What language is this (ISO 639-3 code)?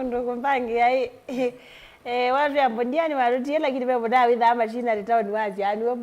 kam